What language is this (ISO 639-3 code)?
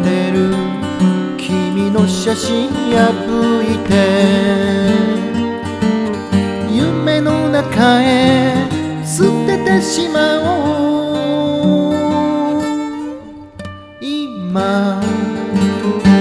jpn